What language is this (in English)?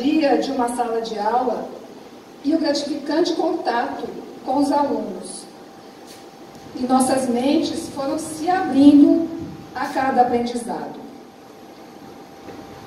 Portuguese